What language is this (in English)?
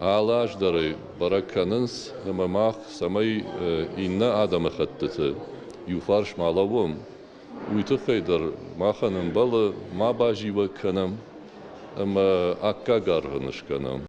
Ossetic